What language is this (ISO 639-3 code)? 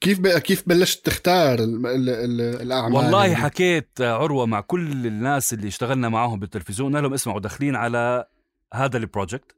apc